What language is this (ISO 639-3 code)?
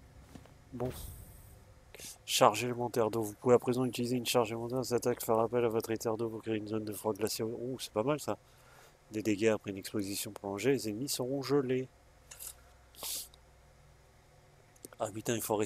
fra